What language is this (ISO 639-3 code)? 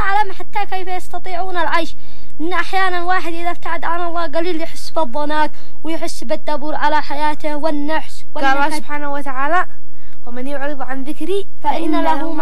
ara